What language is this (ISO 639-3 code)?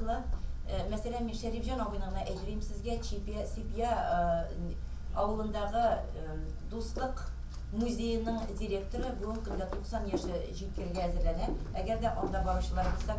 tat